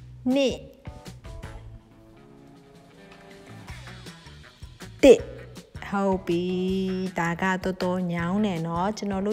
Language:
Burmese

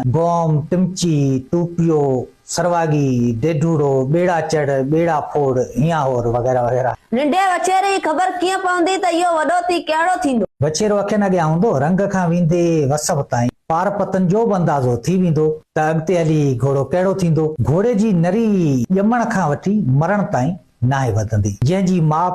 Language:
Sindhi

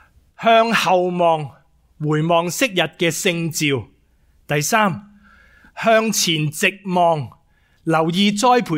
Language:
Cantonese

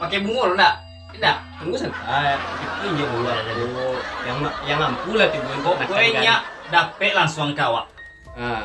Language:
Minangkabau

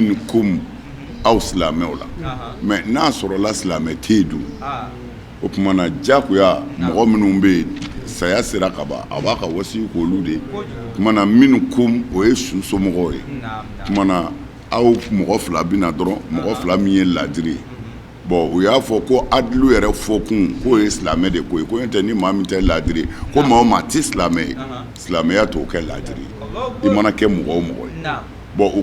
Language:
Bambara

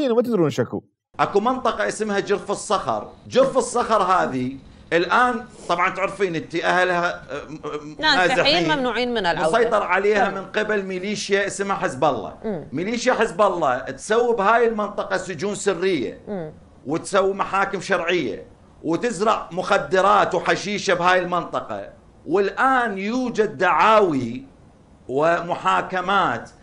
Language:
Mesopotamian Arabic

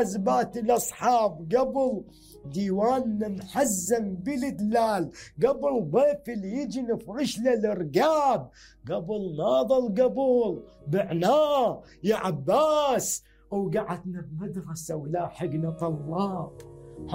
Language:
Mesopotamian Arabic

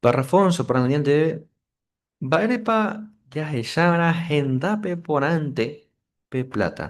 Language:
Guarani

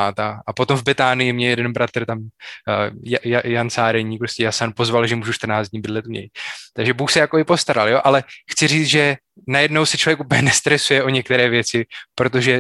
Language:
Czech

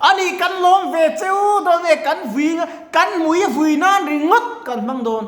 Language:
Mizo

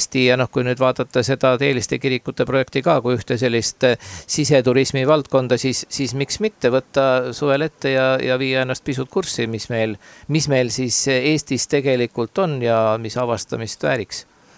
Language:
Estonian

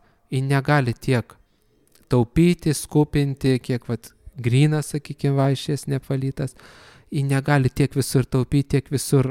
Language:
Lithuanian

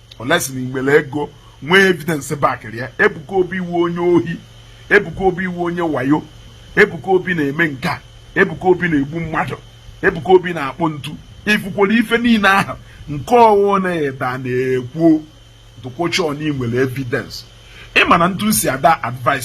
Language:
Igbo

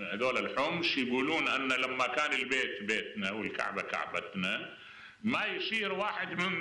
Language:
Mesopotamian Arabic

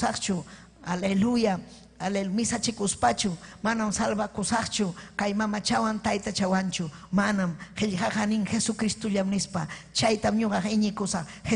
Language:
Ayacucho Quechua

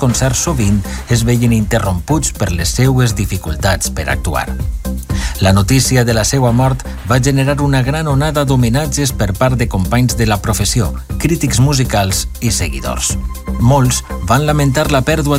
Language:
Catalan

